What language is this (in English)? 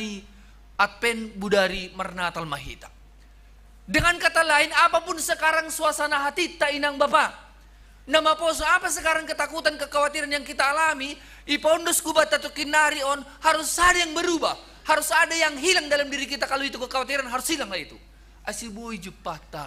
Batak Simalungun